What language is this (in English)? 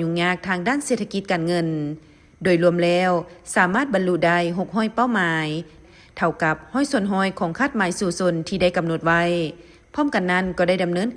Lao